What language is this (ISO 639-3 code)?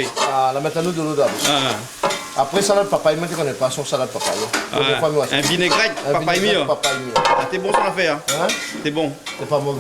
rcf